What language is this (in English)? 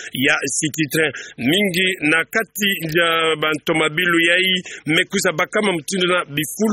Kituba (Democratic Republic of Congo)